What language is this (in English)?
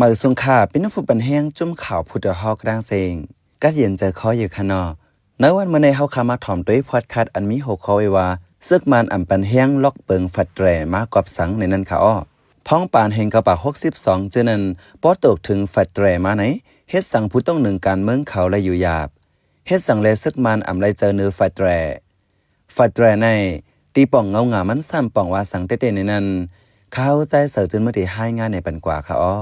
Shan